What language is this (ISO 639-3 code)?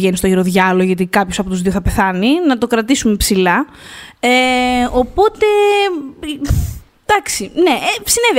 ell